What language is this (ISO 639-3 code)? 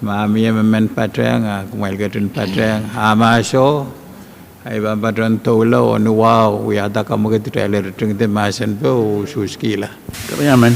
pon